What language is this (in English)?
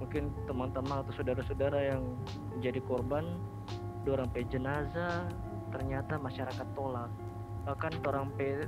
Manado Malay